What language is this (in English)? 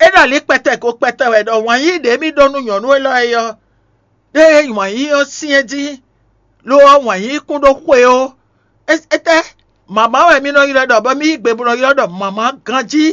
Fon